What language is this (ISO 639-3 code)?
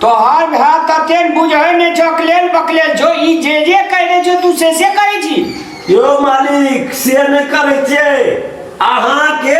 mai